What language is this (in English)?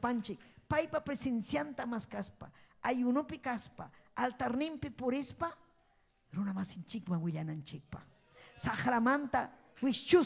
Ayacucho Quechua